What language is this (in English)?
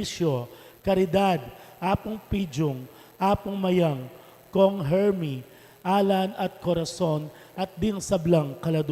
Pampanga